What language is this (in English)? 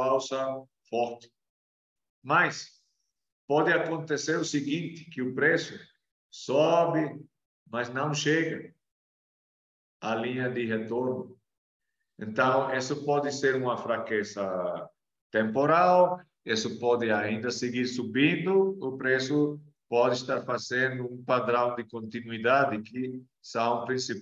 Portuguese